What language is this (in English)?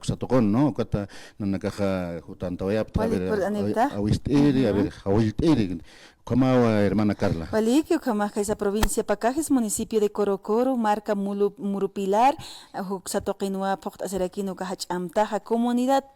Aymara